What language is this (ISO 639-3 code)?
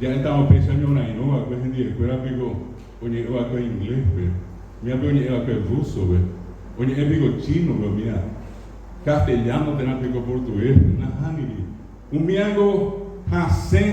grn